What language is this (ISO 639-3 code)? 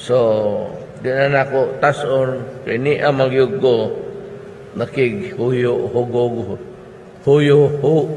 ceb